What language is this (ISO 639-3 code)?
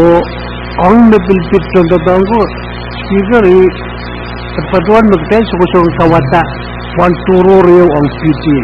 pon